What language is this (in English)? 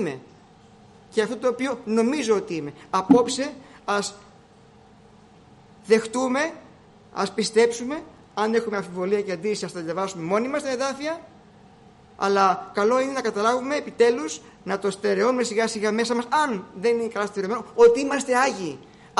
Greek